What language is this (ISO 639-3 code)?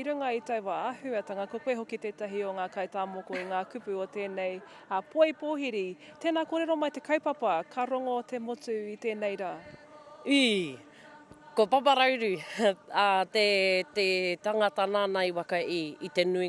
mri